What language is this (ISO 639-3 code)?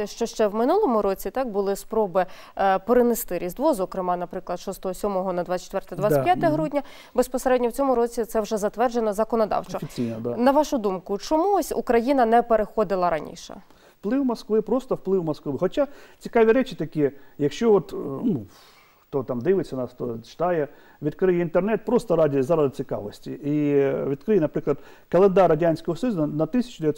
ukr